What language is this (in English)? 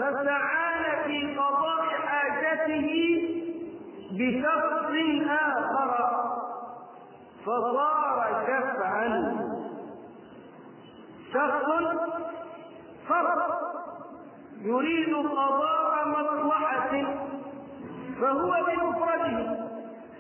Arabic